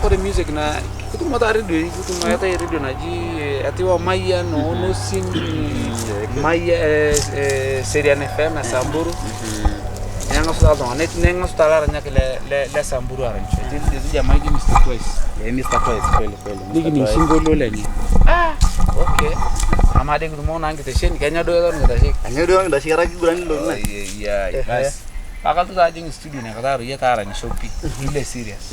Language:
Masai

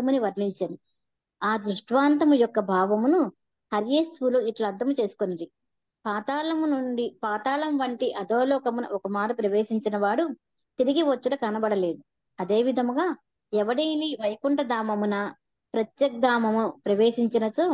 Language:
Telugu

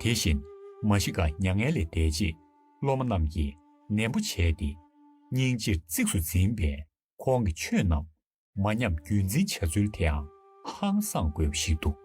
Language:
Tibetan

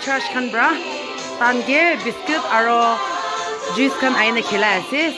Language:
Naga Pidgin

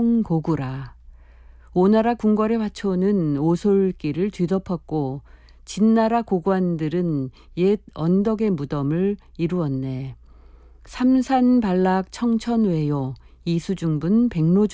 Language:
Korean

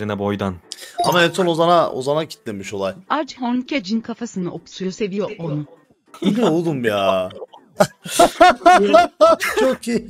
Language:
Turkish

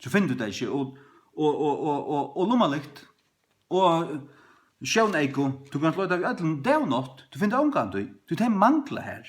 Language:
Faroese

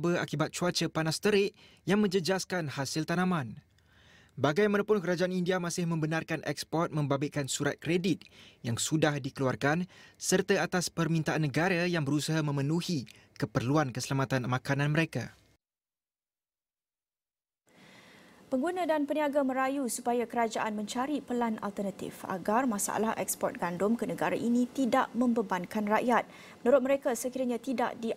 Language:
Malay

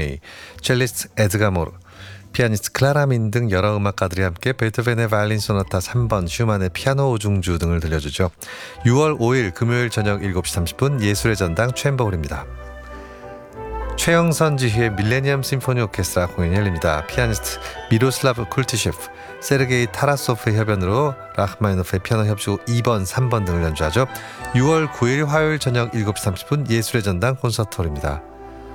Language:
Korean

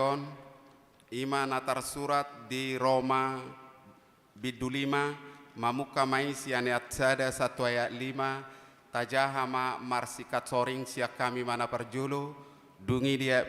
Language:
Batak Toba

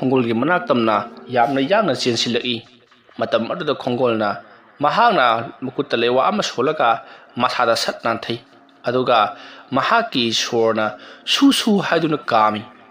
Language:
Manipuri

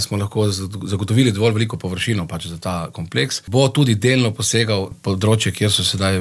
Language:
Slovenian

